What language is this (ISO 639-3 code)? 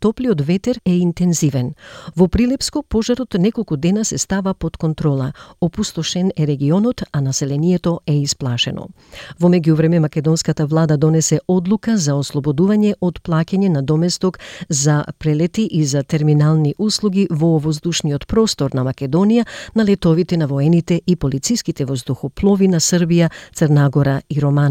mkd